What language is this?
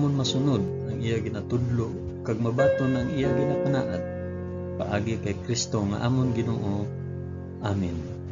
Hiligaynon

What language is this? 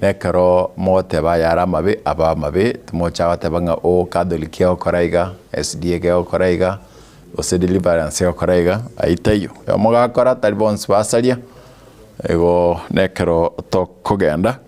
Gusii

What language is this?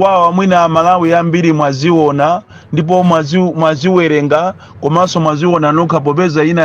Nyanja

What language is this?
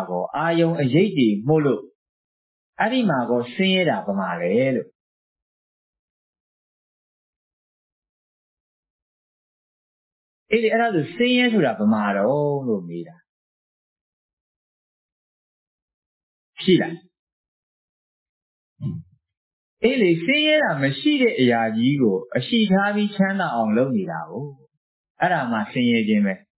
Burmese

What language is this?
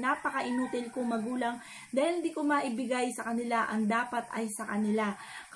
Filipino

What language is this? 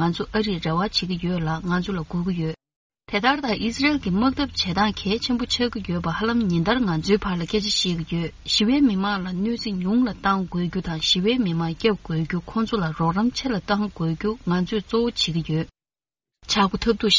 Tibetan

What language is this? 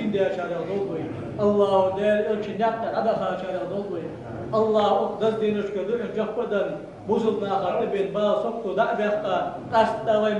Ingush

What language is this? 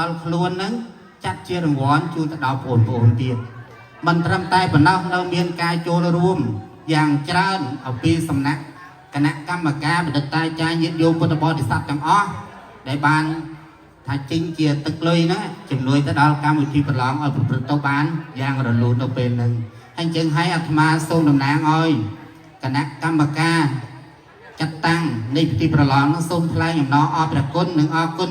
Khmer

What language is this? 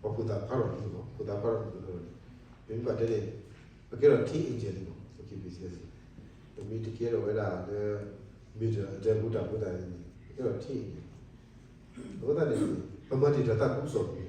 S'gaw Karen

